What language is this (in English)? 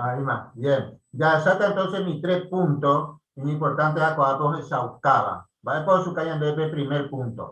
Guarani